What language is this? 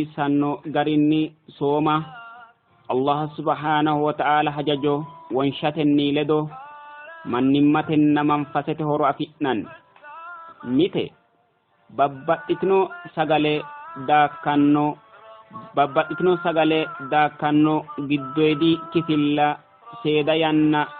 Sidamo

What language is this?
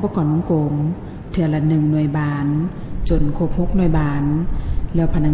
Lao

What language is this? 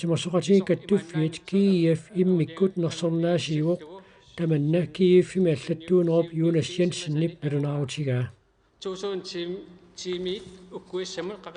Kalaallisut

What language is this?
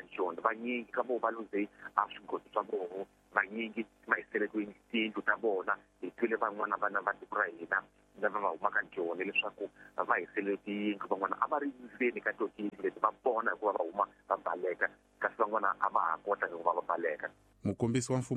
Tsonga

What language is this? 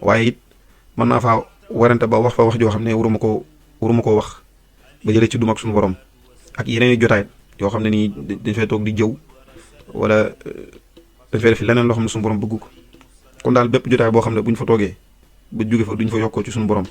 Wolof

